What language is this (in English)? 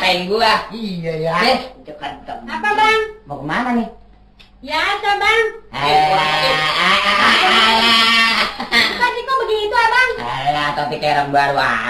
Betawi